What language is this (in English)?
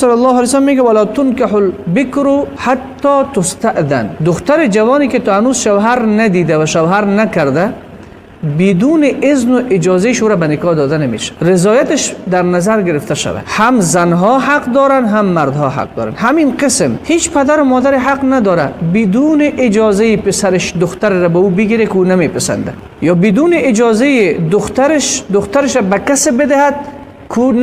Persian